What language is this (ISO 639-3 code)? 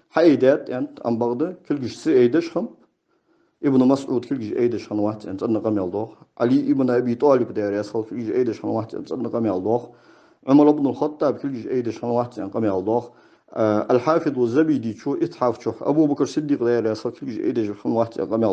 inh